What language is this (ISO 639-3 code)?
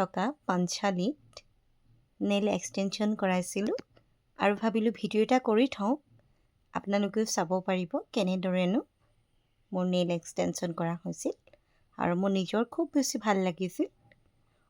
asm